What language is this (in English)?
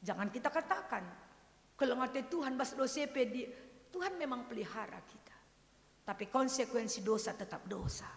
Batak Karo